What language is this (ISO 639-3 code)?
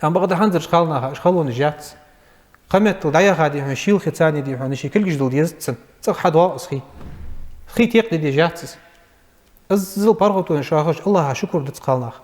inh